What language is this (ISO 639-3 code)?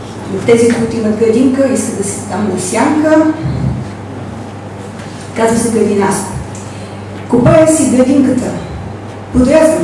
bul